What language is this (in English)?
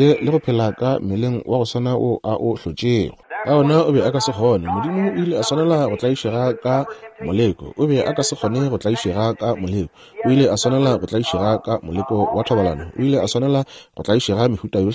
Northern Sotho